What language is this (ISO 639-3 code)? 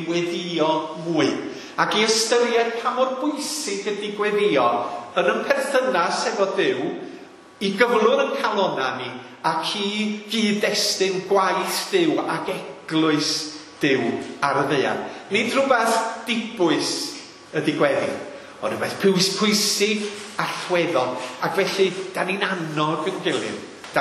cym